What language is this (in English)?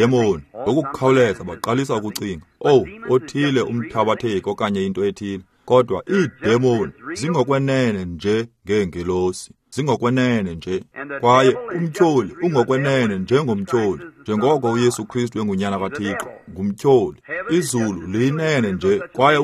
Xhosa